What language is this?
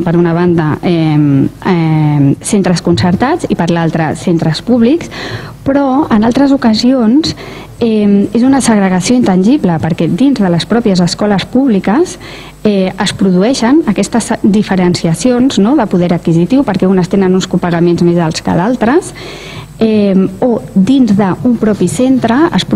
Catalan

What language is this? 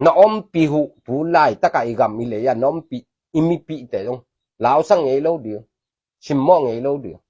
Tedim Chin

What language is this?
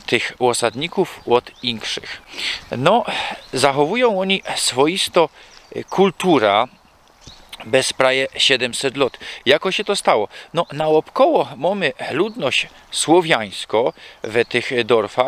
Silesian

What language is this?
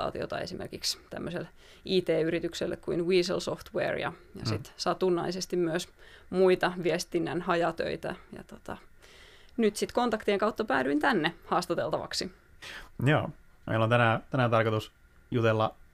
Finnish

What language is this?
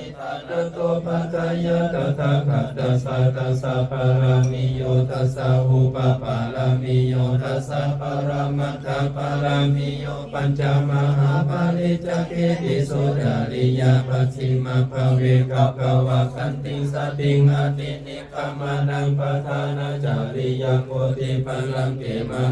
Pali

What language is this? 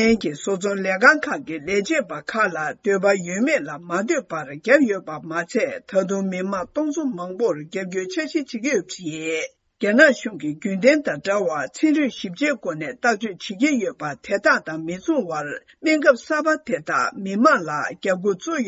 Tibetan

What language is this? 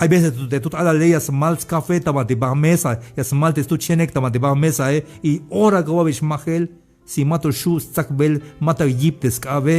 Tzeltal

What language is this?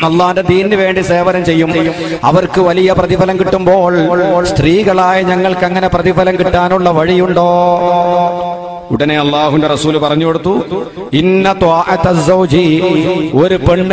Malayalam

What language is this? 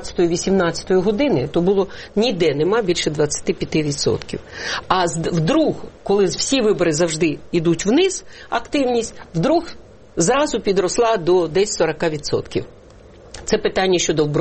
Ukrainian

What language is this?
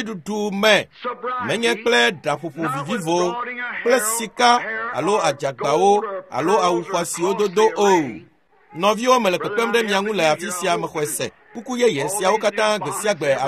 Ewe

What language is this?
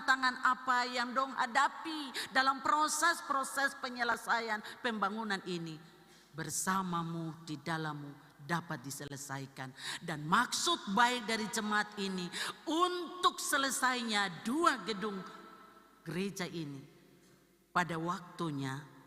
Ambonese Malay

